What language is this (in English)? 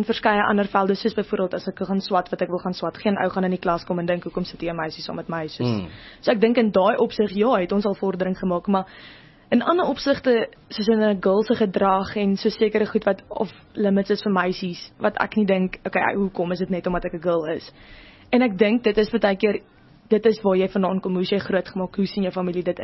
Afrikaans